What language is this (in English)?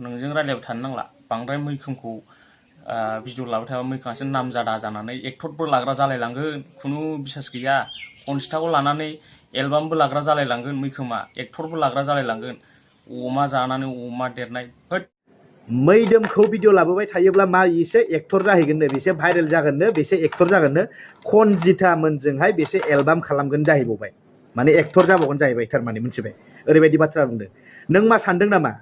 Bodo